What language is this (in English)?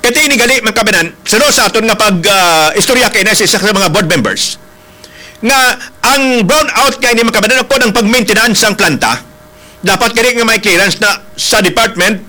Hiligaynon